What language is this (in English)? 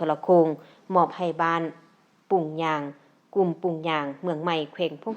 Lao